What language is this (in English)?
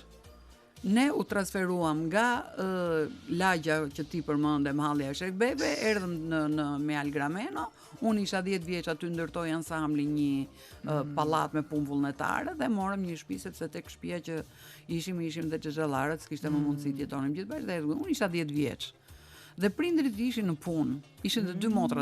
Albanian